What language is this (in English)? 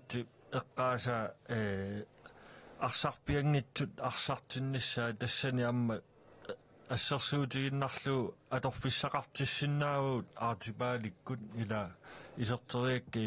Kalaallisut